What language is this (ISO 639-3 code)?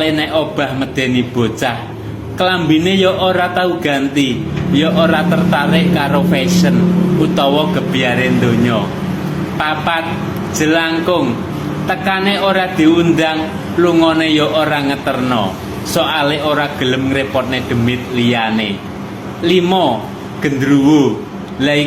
jav